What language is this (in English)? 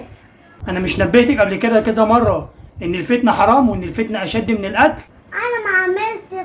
Egyptian Arabic